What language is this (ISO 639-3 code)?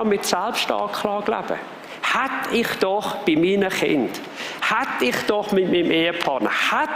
gsw